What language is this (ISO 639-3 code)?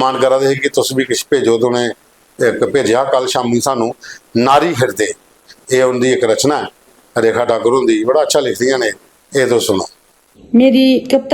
doi